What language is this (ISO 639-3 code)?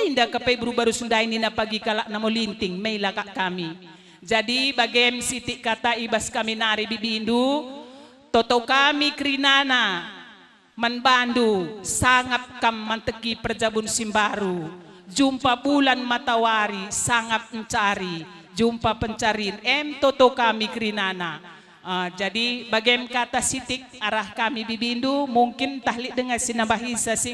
btx